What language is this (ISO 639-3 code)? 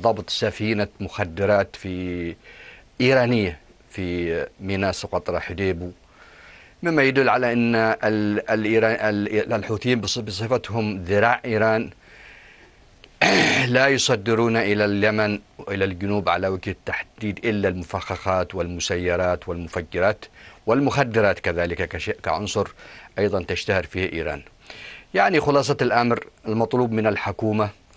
ara